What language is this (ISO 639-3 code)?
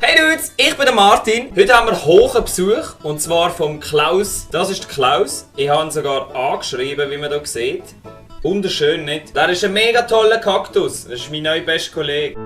gsw